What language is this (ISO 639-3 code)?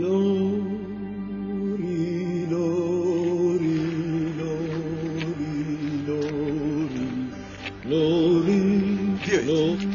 tgk